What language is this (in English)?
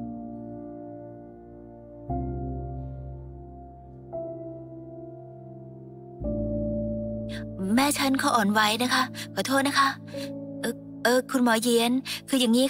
Thai